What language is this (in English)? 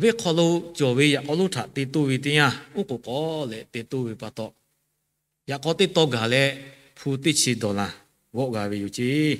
Lahu